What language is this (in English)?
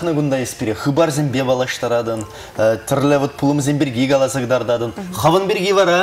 Chuvash